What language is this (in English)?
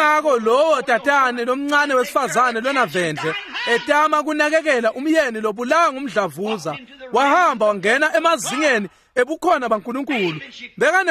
Swati